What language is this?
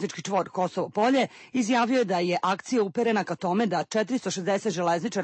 Serbian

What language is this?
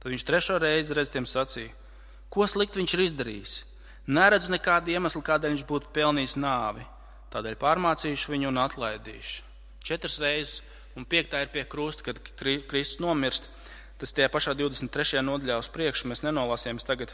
Latvian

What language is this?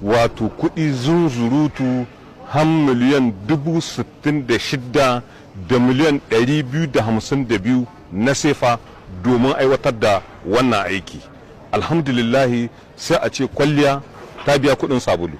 Hausa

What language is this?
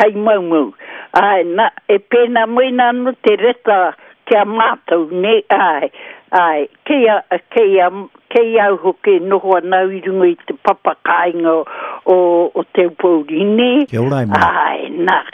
Māori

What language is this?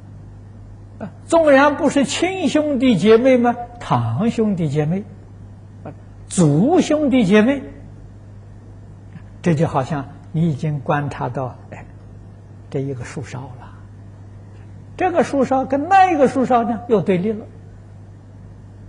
Chinese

